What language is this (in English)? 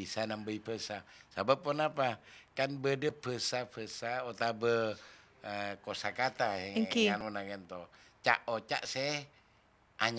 Madurese